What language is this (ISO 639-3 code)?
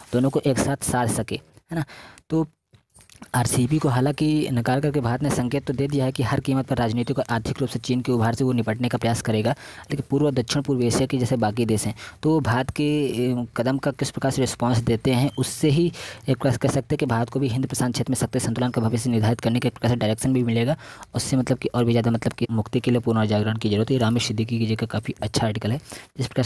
hin